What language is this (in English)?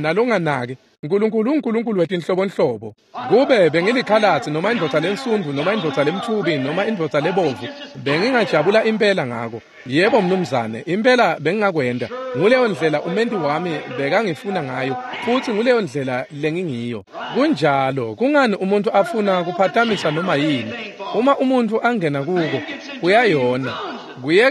Swati